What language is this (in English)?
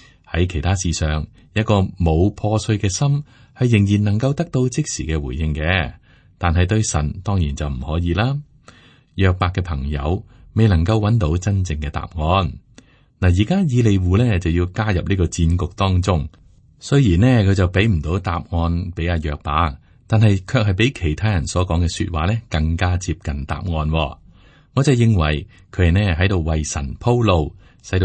Cantonese